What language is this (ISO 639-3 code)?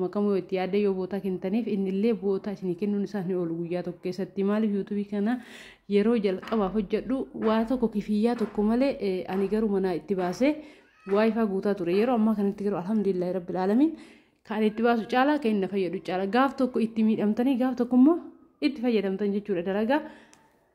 orm